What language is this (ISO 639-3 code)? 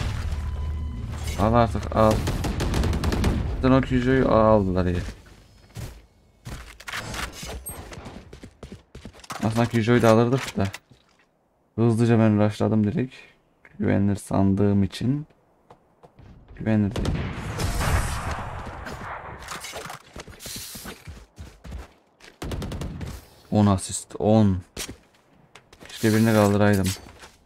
tur